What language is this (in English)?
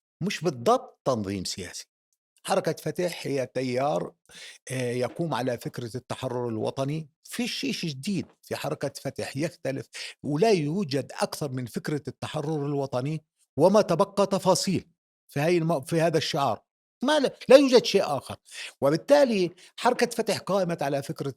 North Levantine Arabic